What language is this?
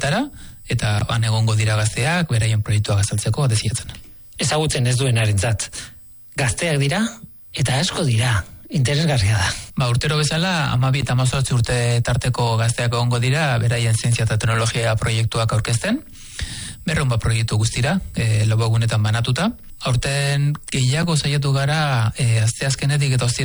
Basque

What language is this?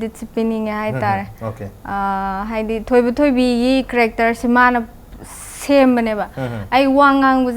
Manipuri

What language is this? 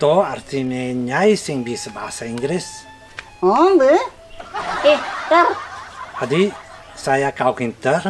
Balinese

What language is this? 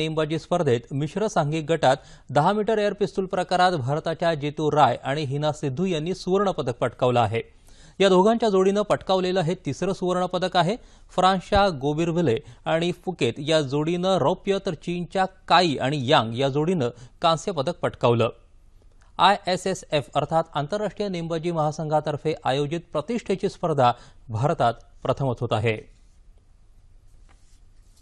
Marathi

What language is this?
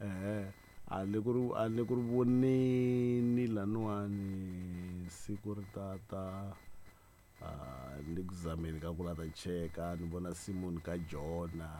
Tsonga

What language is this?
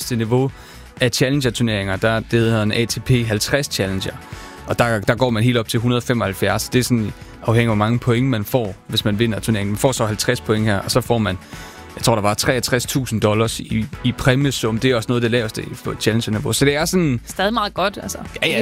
Danish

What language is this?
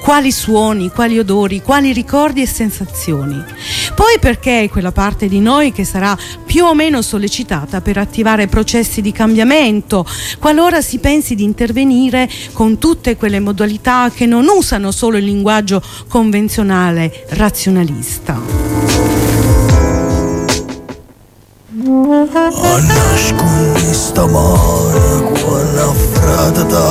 Italian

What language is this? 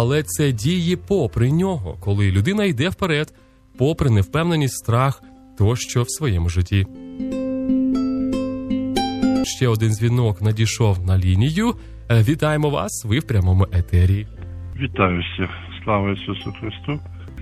Ukrainian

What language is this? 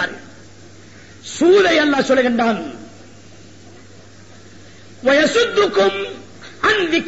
Tamil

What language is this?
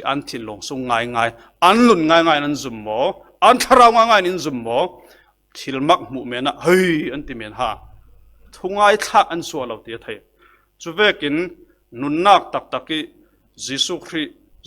Falam Chin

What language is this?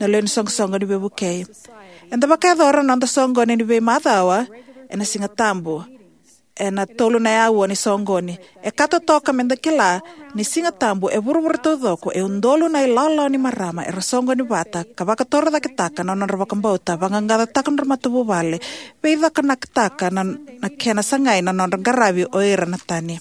Fijian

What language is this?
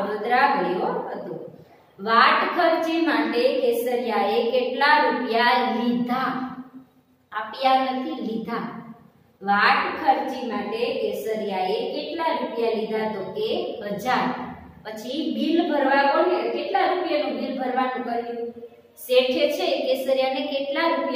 Gujarati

